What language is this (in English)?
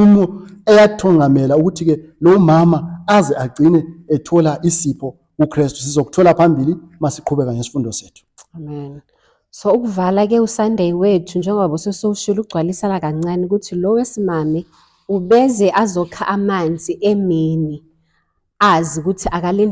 Zulu